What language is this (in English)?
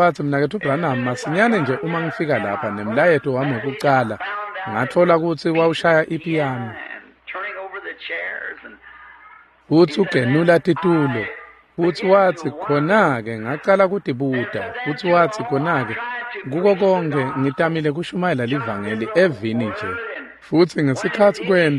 Swati